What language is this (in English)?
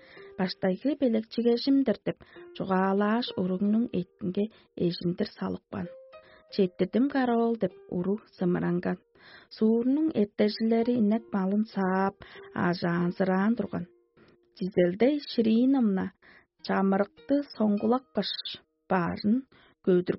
Tuvinian